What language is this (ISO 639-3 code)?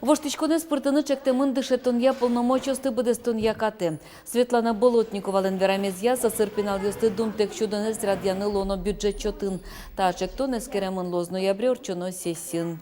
udm